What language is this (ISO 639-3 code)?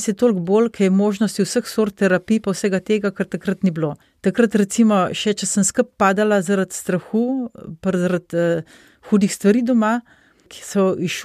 slv